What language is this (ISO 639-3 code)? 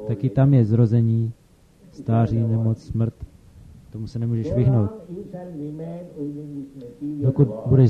ces